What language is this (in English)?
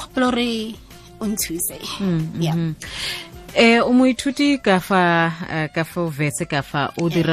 Tswana